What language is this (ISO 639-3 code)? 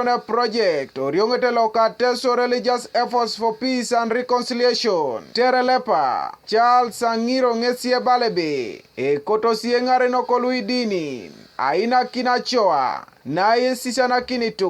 teo